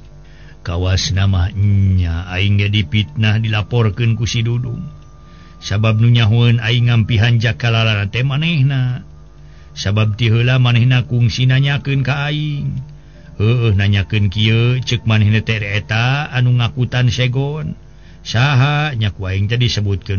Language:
Sundanese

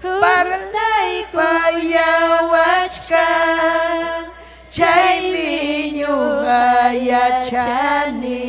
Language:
Ayacucho Quechua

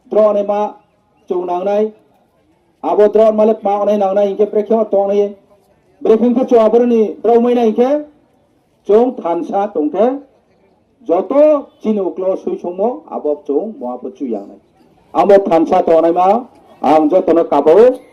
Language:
Riang (India)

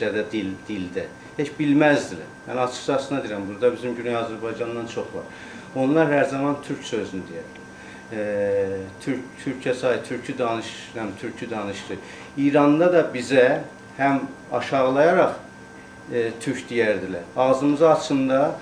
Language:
Azerbaijani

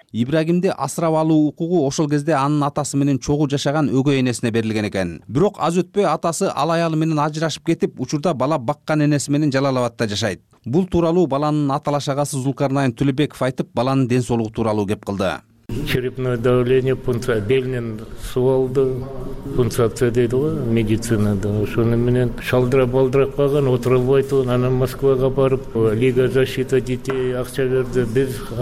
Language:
Kyrgyz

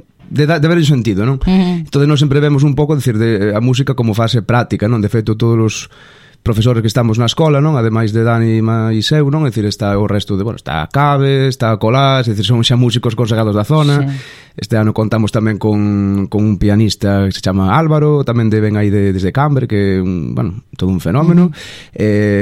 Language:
Galician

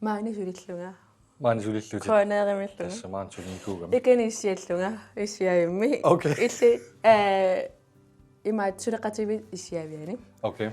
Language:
Kalaallisut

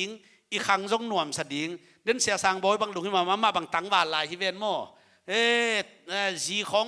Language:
Tedim Chin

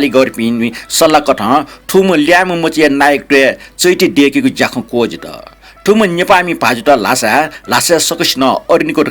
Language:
Newari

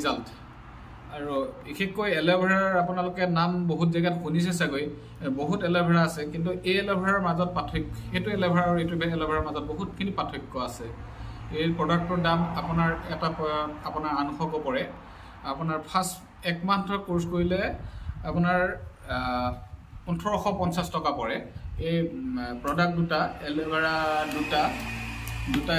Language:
Assamese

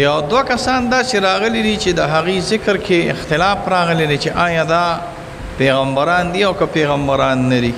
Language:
Pashto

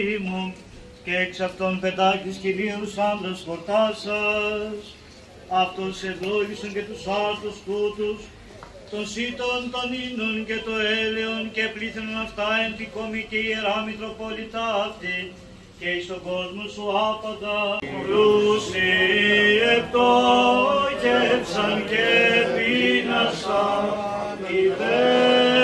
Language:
Greek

